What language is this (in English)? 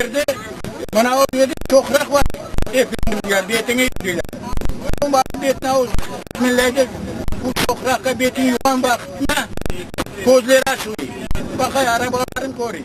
Crimean Tatar